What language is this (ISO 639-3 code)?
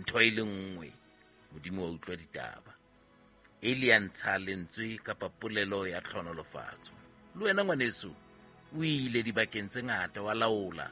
sot